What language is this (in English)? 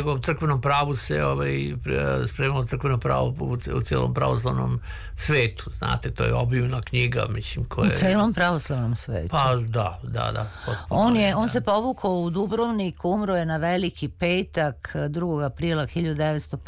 Serbian